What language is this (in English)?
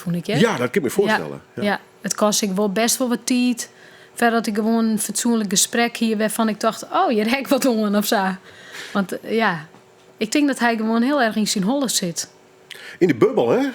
Western Frisian